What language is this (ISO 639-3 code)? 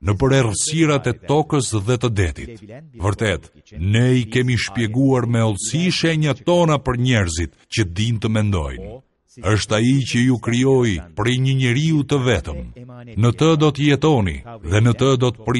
sqi